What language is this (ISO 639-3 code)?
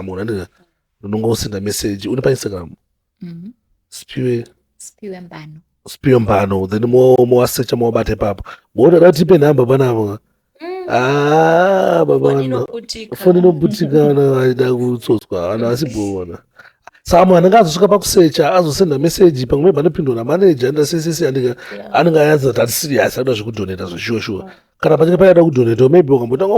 sna